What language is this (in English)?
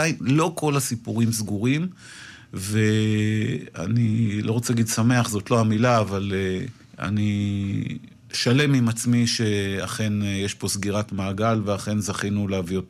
Hebrew